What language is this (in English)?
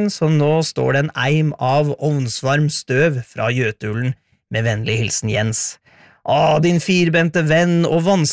Norwegian